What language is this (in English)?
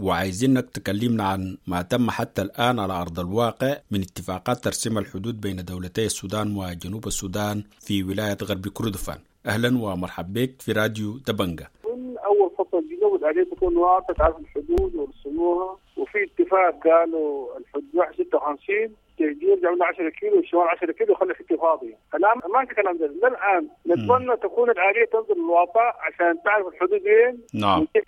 Sudanese Arabic